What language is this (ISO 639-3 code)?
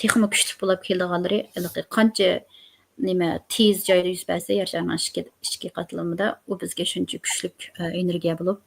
uig